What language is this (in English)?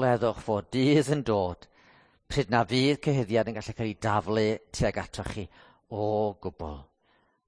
Welsh